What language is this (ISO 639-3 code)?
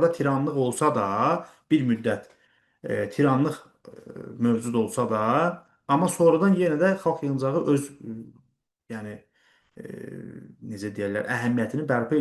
aze